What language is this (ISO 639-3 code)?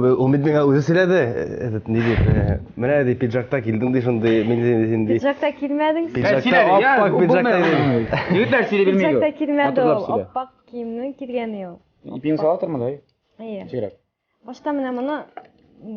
tat